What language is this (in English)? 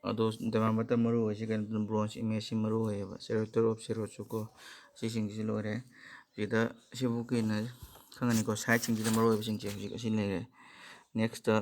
Manipuri